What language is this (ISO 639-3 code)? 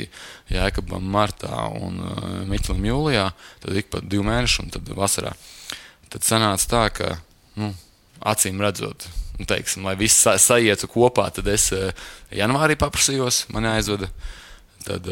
lav